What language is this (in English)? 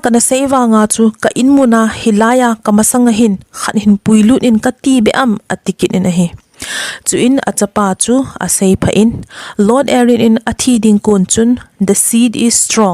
Thado Chin